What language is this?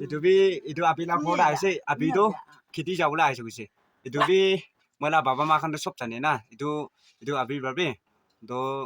Naga Pidgin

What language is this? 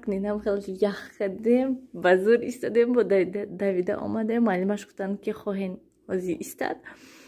Tajik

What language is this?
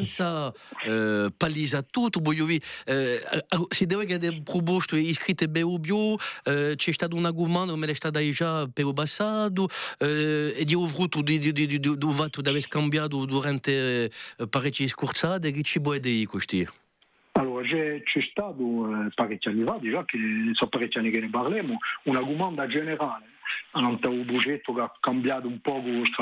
Corsican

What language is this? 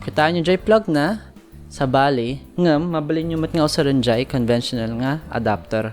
Iloko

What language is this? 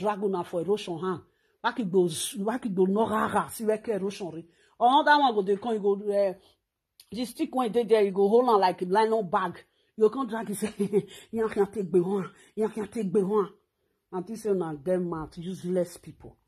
Nigerian Pidgin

